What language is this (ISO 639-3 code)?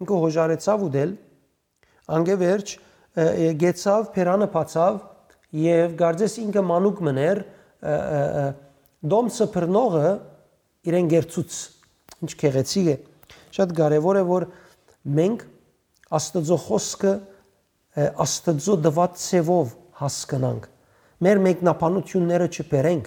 hyw